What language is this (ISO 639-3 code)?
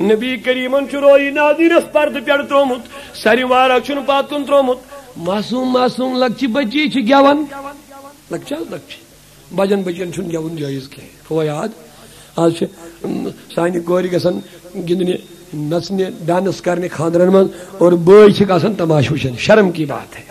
kas